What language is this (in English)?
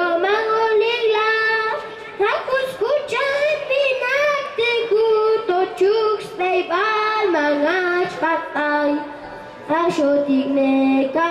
Chuj